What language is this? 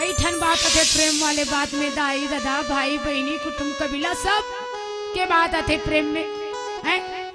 Chhattisgarhi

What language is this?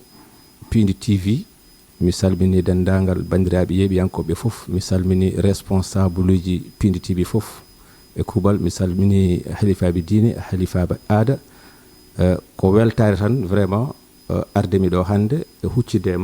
Fula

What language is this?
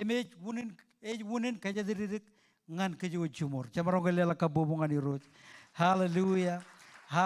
Marshallese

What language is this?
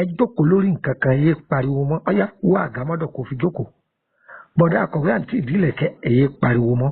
Yoruba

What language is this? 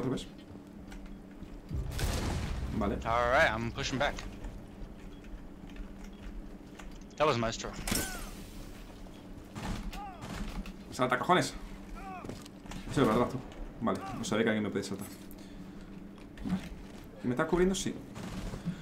Spanish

